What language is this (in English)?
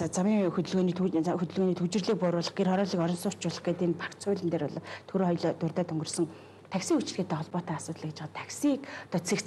Mongolian